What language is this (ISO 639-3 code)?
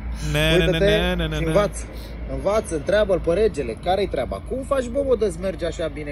ron